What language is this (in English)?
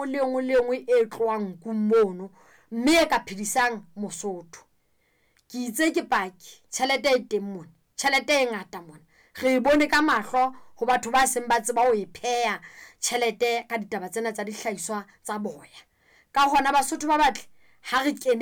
Southern Sotho